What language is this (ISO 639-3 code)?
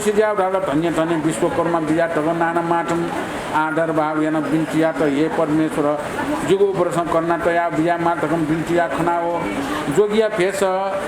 new